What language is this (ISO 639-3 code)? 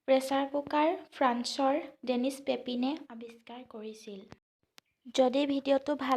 asm